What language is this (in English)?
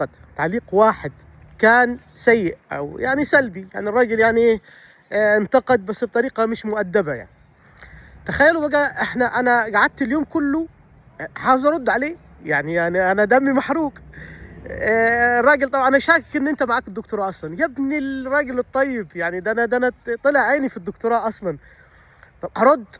Egyptian Arabic